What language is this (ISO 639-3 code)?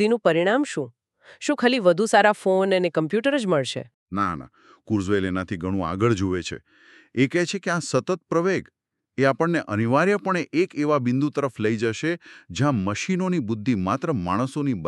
guj